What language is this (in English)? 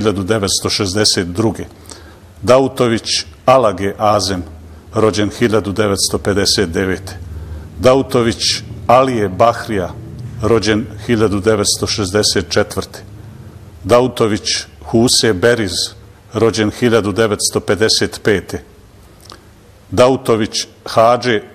Bosnian